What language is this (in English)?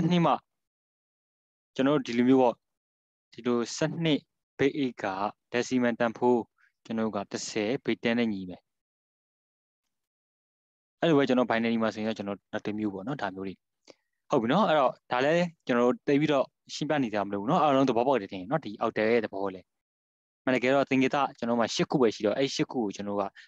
Burmese